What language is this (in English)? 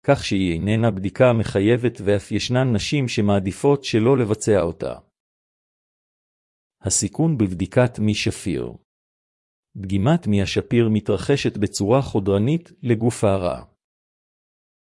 Hebrew